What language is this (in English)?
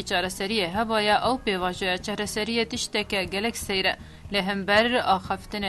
Kurdish